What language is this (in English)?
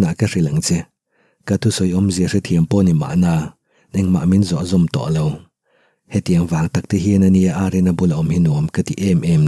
Mizo